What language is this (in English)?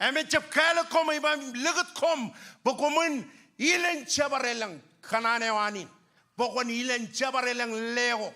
Marshallese